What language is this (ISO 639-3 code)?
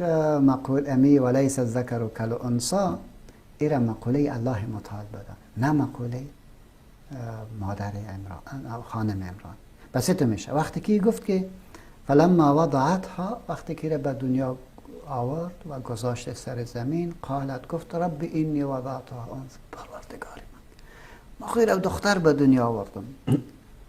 fas